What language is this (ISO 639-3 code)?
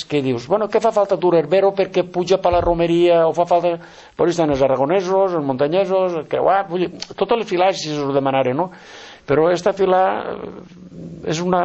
cat